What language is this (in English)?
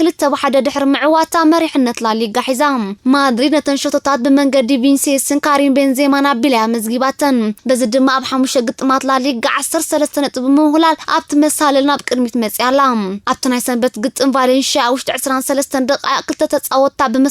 Tigrinya